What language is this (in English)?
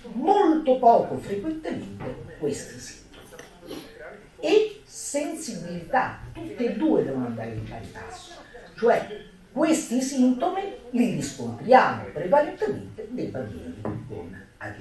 Italian